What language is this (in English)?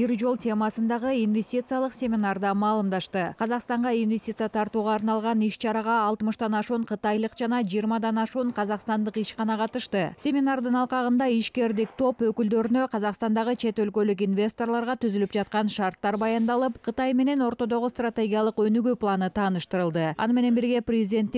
Kyrgyz